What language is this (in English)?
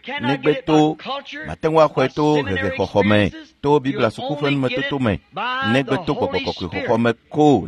Ewe